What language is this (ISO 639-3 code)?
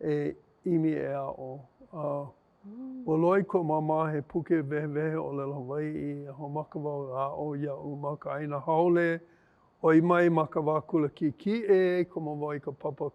haw